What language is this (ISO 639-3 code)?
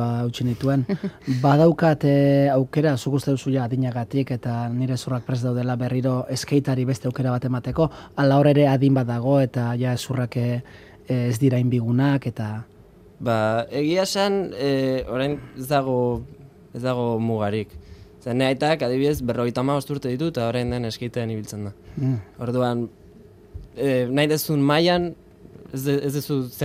eus